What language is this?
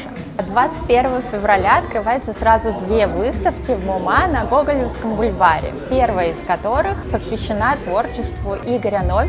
Russian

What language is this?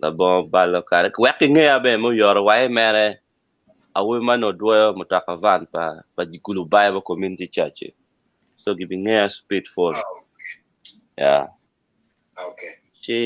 Acoli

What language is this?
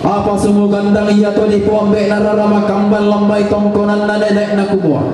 Toraja-Sa'dan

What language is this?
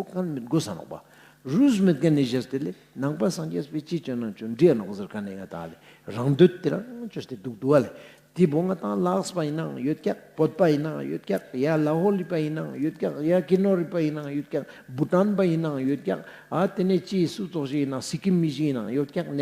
Ladakhi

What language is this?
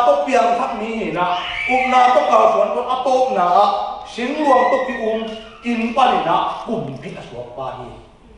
Tedim Chin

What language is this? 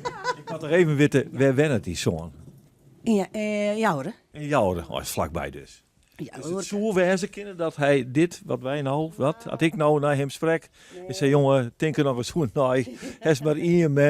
Western Frisian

